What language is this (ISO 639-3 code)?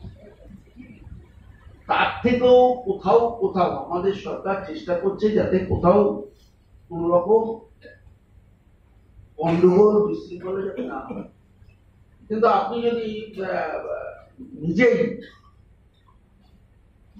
ben